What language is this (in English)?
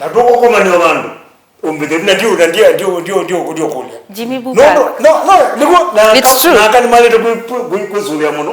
Kamba